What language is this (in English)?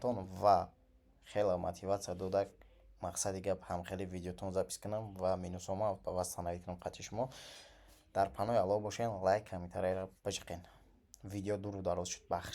Tajik